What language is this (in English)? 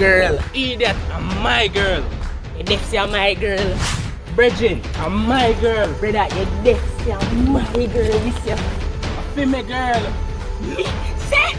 Jamaican Creole English